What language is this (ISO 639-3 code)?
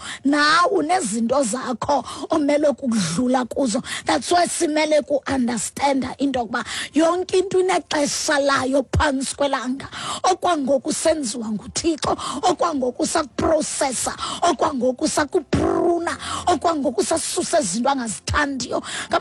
xho